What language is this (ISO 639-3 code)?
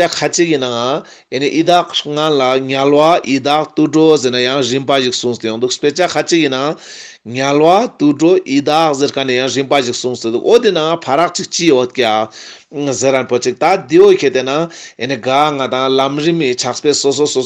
lbj